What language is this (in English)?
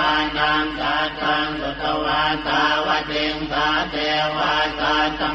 Pali